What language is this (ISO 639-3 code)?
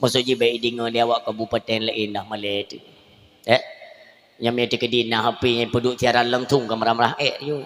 ace